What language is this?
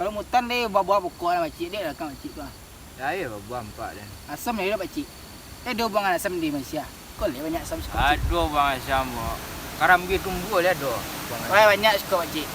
Minangkabau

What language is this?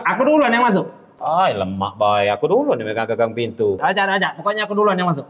Musi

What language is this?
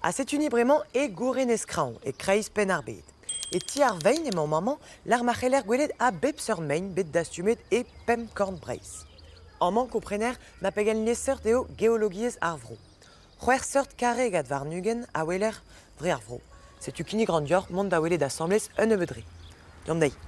Breton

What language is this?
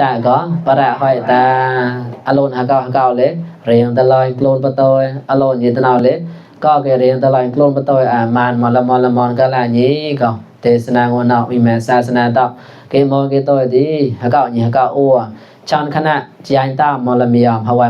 Mon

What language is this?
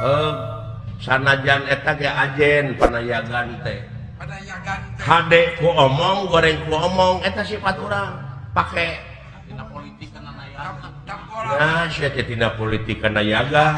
Sundanese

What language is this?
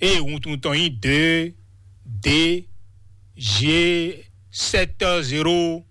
Fon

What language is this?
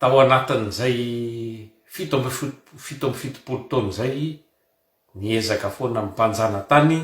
Malagasy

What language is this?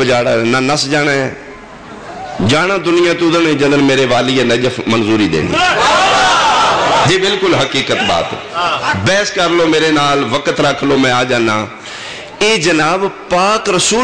Western Panjabi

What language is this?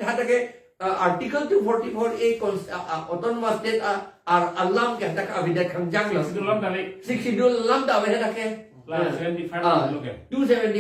Karbi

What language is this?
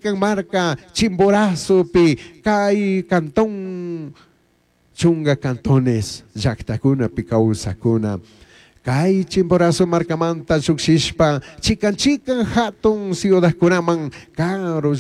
Chimborazo Highland Quichua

